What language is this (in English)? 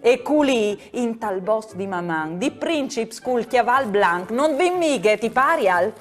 Friulian